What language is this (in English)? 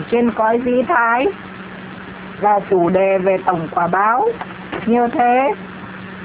Vietnamese